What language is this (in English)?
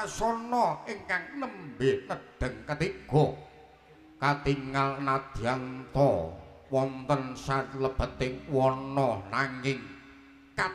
Javanese